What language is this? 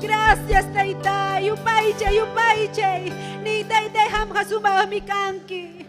Ayacucho Quechua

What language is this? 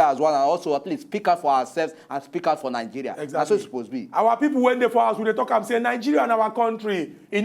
Nigerian Pidgin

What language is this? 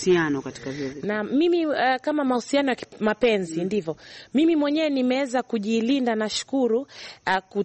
Swahili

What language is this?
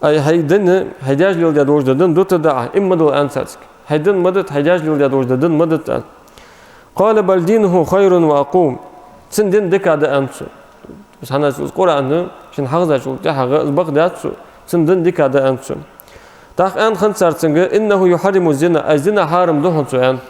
Ingush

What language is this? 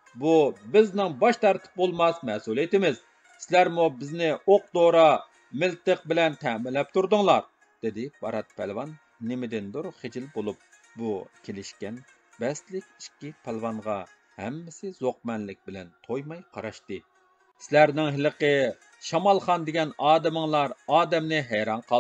Uyghur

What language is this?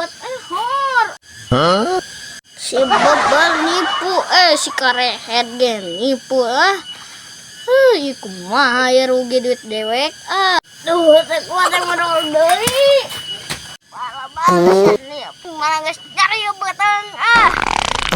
Sundanese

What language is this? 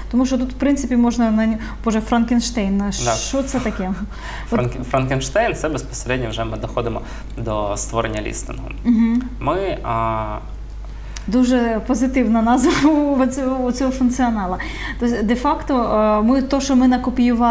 Ukrainian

